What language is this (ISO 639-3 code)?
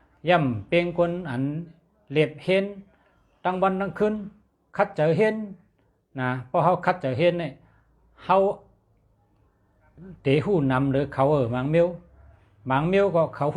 shn